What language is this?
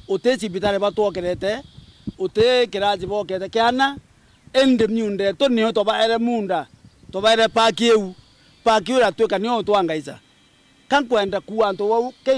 Meru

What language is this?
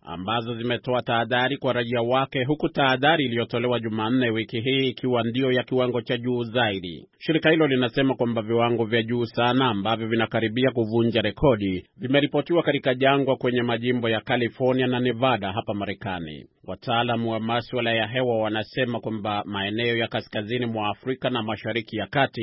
Swahili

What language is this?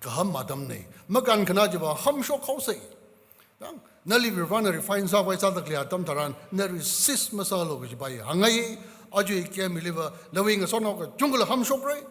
Tangkhul Naga (India)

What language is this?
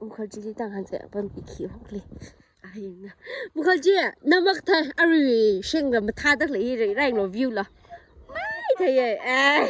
Tangkhul Naga (India)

